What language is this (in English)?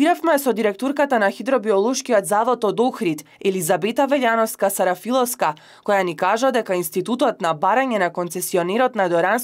Macedonian